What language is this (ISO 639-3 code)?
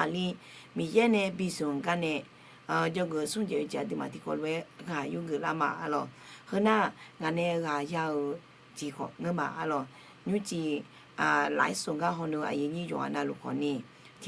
ahk